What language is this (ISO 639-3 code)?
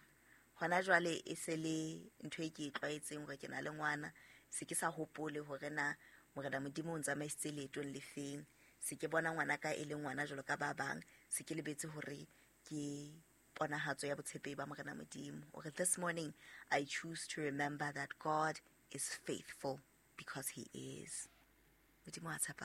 sot